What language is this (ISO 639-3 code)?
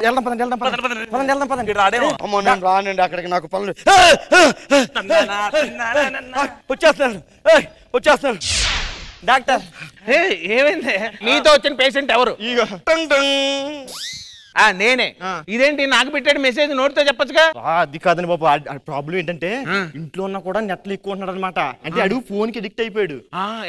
tel